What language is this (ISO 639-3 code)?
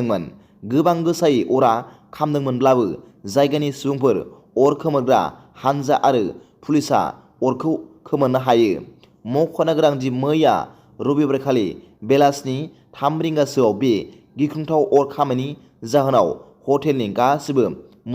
brx